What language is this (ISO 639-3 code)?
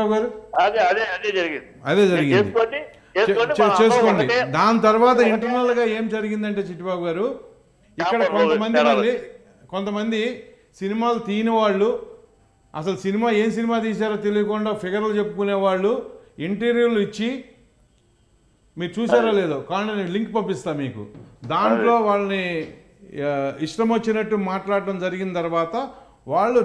tel